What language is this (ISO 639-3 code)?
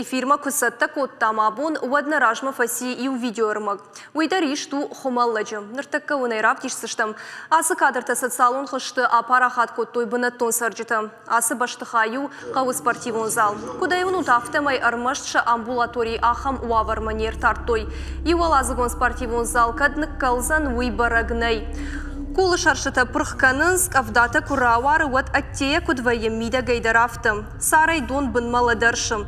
oss